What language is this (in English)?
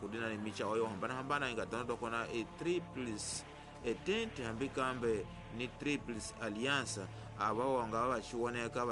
Tsonga